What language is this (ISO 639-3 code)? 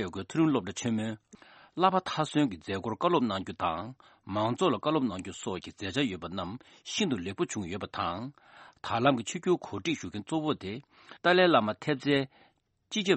bod